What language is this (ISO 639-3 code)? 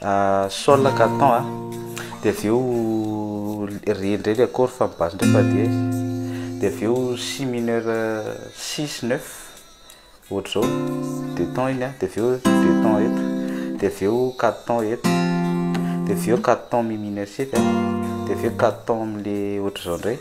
mlg